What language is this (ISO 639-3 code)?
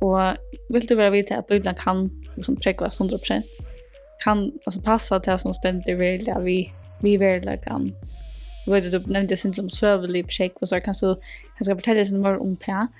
fao